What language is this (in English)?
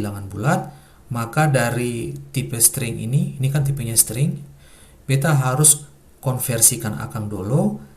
Ambonese Malay